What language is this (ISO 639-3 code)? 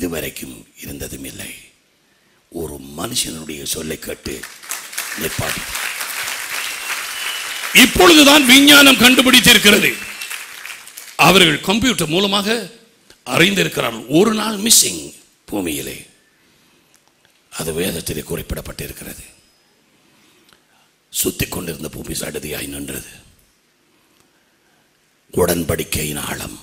tam